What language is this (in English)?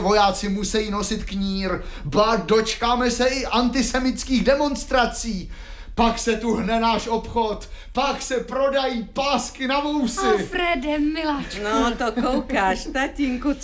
Czech